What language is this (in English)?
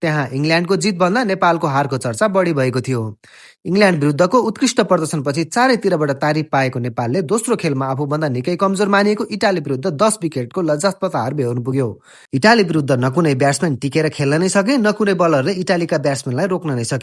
Nepali